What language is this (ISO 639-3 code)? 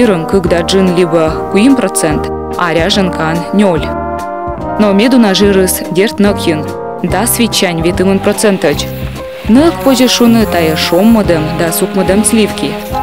kom